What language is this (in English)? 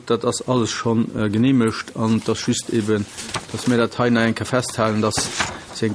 Luxembourgish